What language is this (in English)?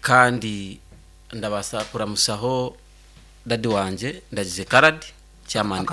Nyankole